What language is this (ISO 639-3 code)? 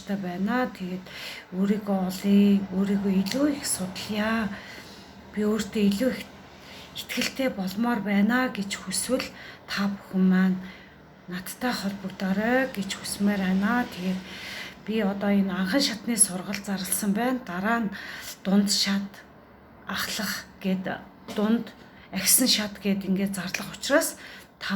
mon